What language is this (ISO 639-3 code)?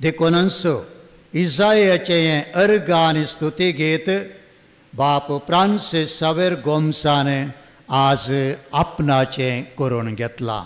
kok